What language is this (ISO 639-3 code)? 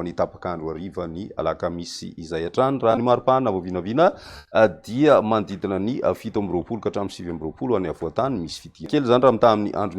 mlg